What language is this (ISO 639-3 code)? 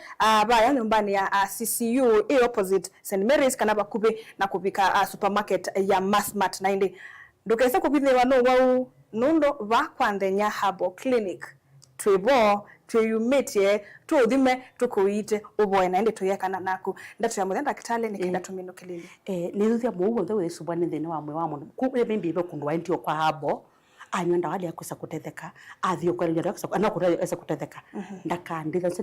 kam